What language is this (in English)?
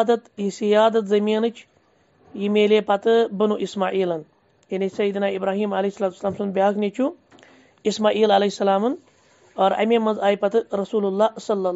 Kashmiri